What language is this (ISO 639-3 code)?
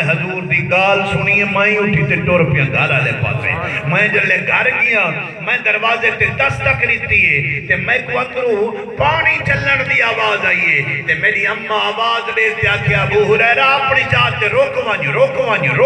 skr